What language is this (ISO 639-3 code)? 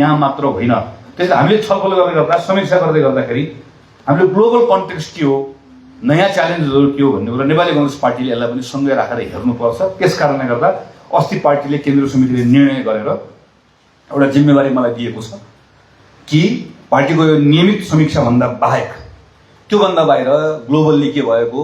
nep